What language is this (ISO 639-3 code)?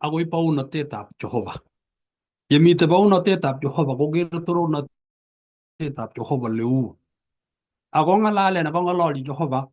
kln